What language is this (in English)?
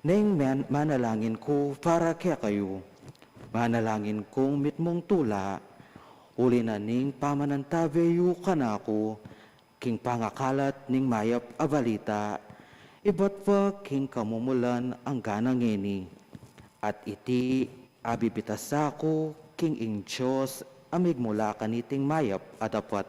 Pampanga